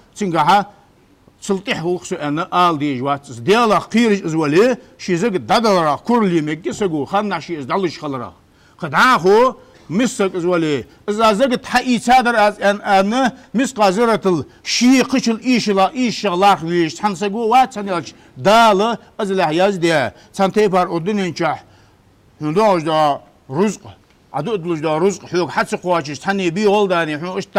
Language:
Ingush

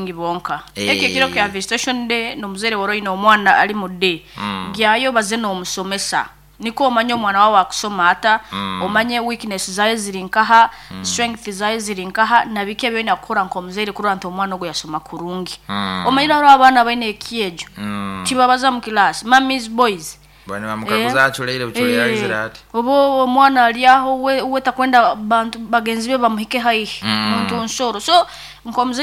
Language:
Nyankole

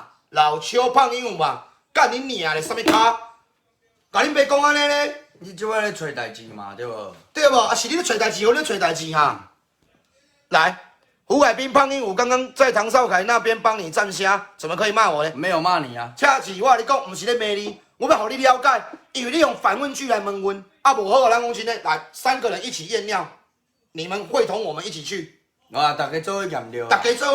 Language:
Min Nan Chinese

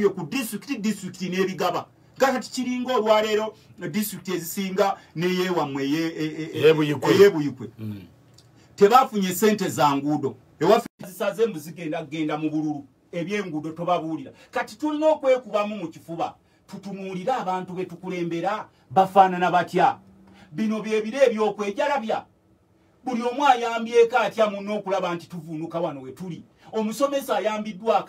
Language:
Ganda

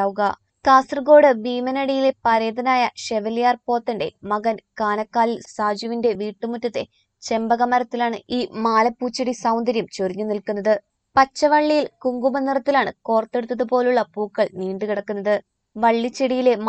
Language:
Malayalam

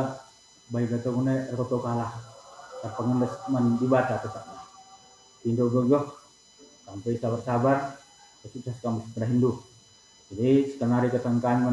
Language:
Batak Karo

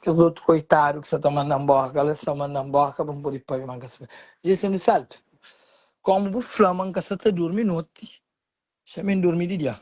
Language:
Kabuverdianu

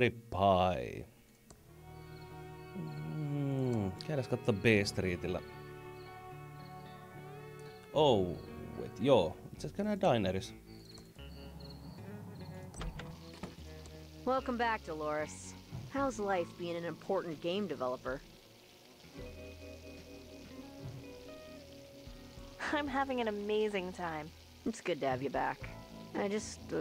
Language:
Finnish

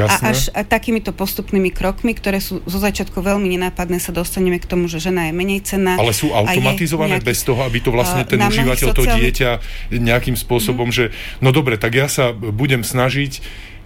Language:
Slovak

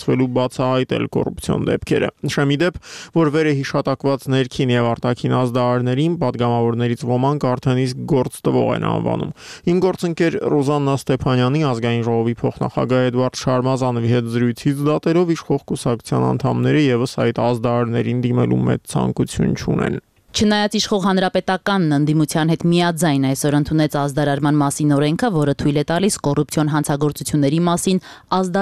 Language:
Armenian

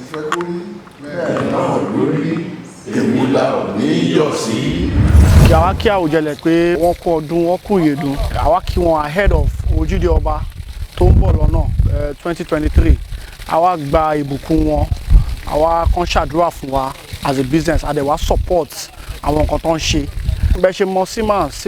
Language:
Yoruba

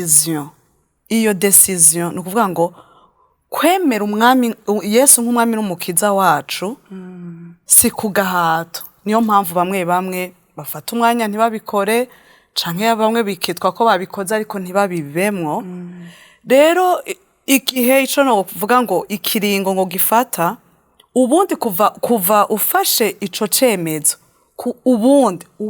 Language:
Rundi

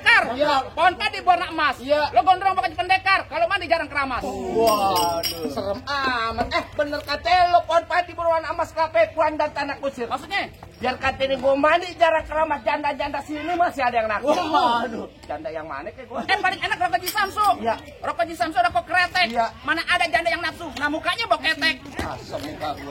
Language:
Betawi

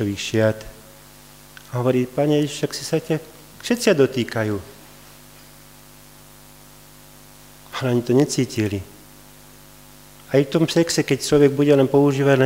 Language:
Slovak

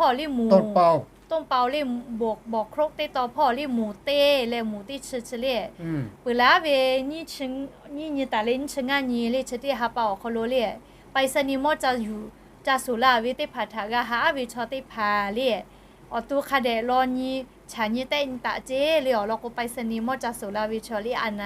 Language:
Lahu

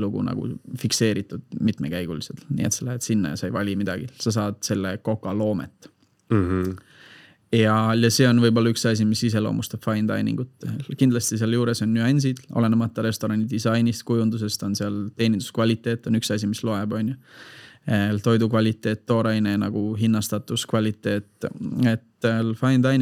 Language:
Estonian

